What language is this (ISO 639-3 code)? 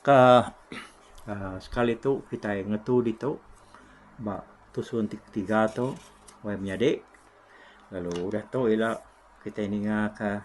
iba